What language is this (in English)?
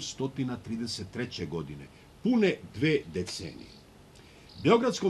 Serbian